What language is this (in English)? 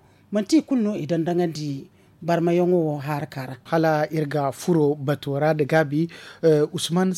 Zarma